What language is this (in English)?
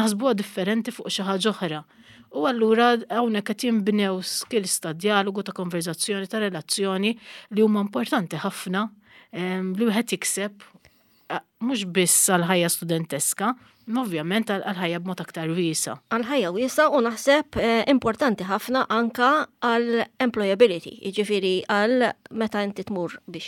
Maltese